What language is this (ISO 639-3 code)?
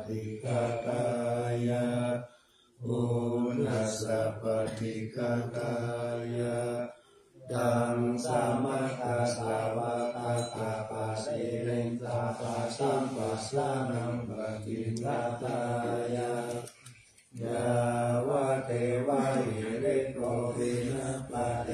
pli